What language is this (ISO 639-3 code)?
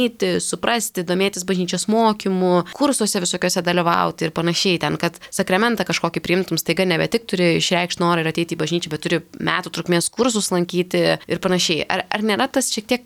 lit